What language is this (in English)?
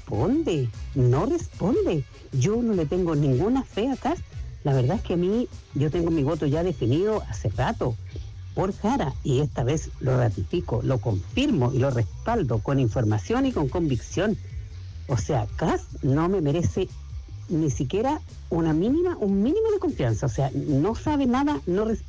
Spanish